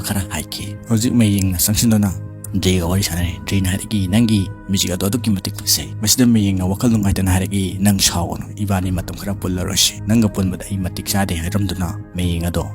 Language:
Manipuri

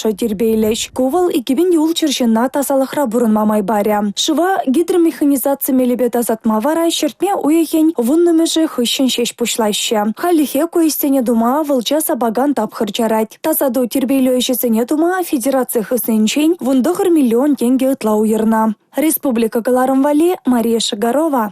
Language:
Chuvash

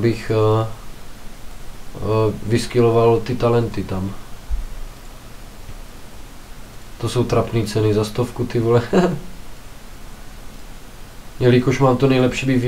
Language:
Czech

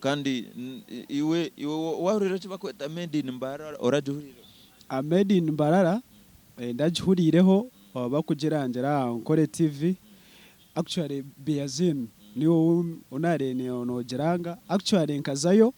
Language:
Nyankole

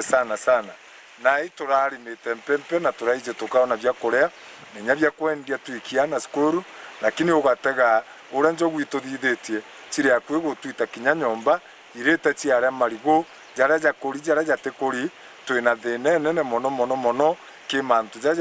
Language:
Meru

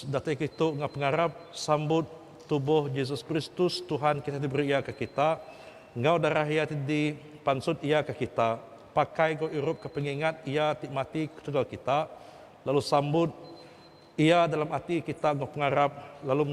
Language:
Iban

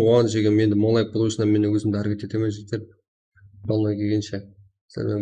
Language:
Kara-Kalpak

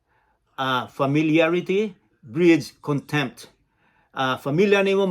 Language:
Cebuano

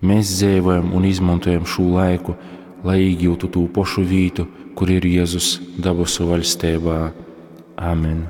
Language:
Latgalian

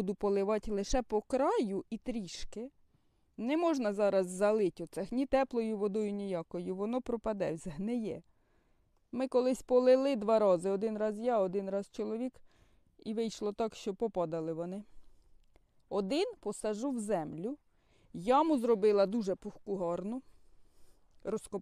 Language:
Ukrainian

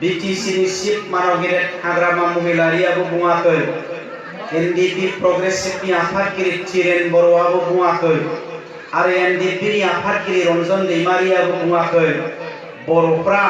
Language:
Bodo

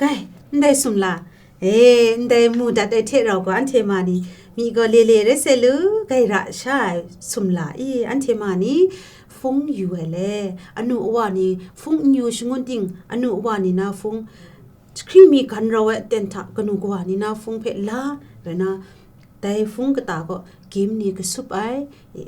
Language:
Kachin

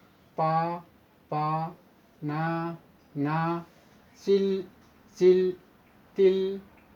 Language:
Manipuri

